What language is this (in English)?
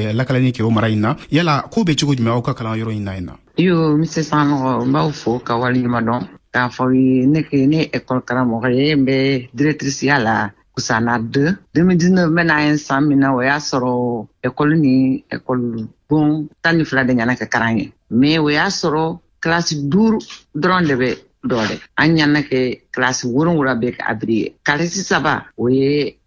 Bambara